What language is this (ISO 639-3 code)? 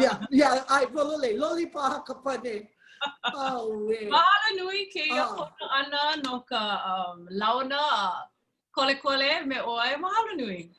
haw